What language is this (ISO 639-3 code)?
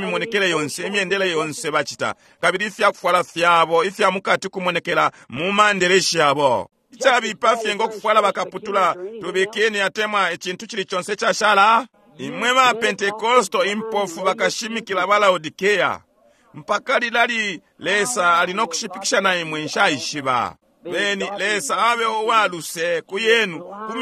bem